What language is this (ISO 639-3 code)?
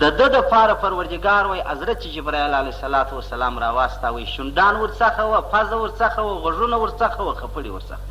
pus